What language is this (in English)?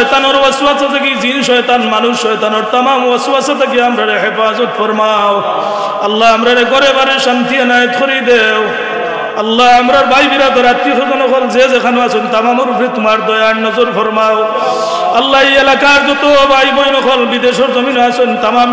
Sylheti